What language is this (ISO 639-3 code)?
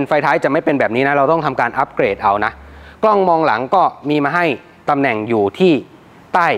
tha